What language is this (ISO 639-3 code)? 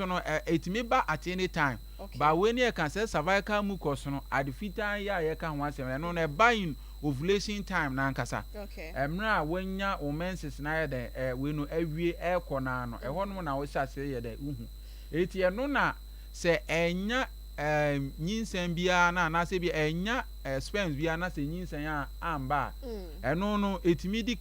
aka